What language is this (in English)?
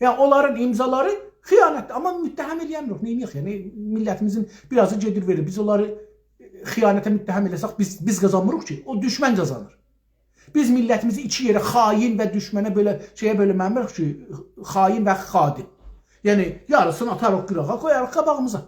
South Azerbaijani